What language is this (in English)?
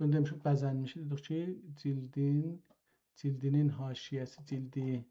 South Azerbaijani